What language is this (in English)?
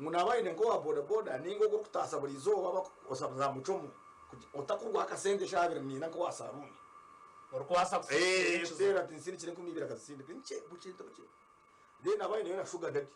Nyankole